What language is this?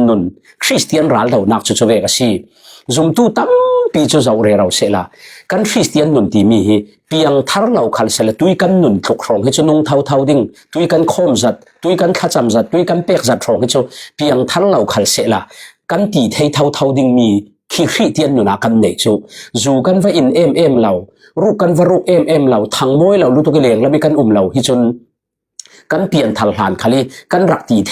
Falam Chin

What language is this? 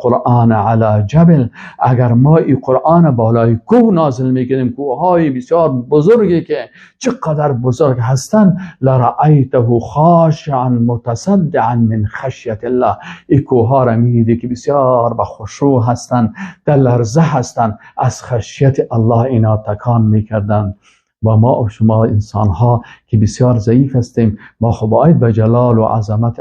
Persian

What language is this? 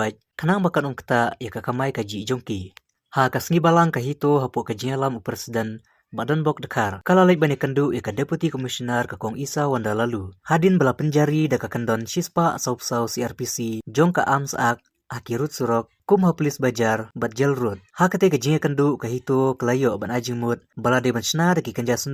Khasi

